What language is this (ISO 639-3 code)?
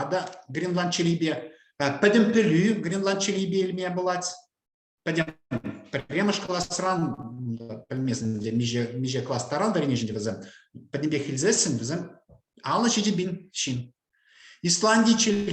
chv